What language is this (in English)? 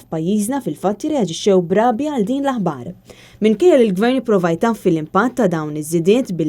Maltese